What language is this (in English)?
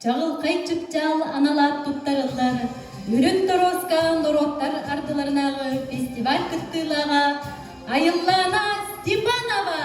Yakut